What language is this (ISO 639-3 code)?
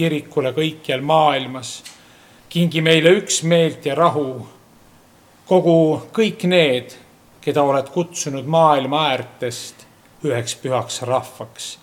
est